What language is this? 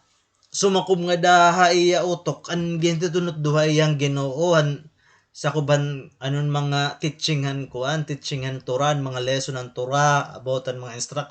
Waray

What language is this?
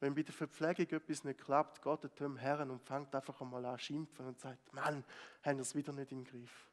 Swiss German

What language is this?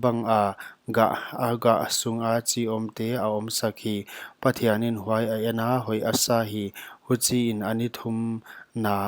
Paite Chin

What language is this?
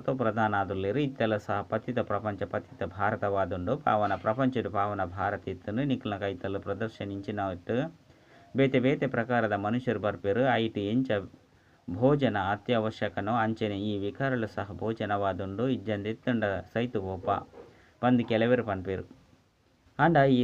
Tulu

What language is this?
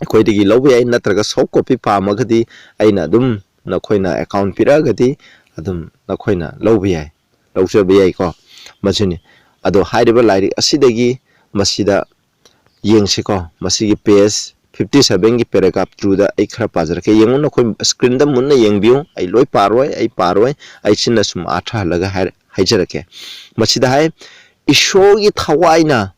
Manipuri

